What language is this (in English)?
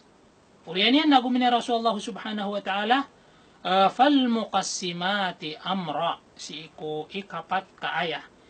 Maranao